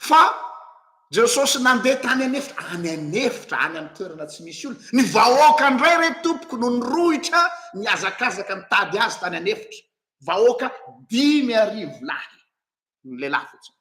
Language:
Malagasy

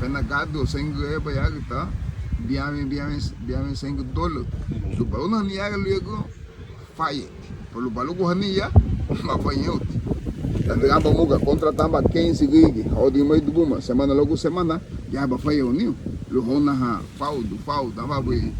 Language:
Garifuna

